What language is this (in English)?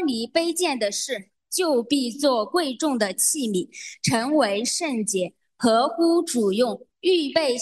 Chinese